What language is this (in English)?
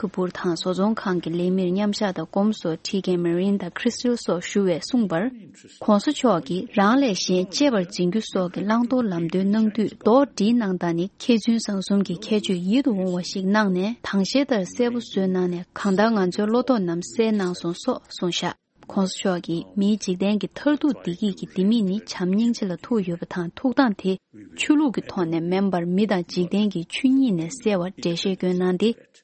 Tibetan